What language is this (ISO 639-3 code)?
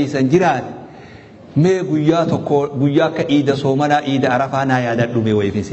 orm